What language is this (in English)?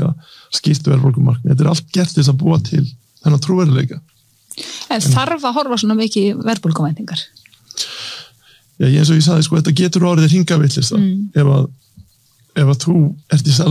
Icelandic